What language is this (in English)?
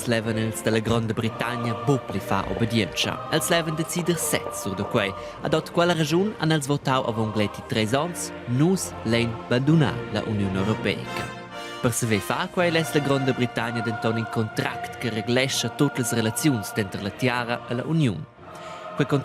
Romansh